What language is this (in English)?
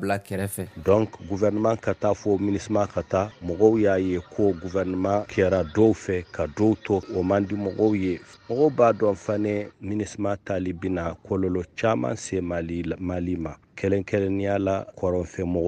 Bambara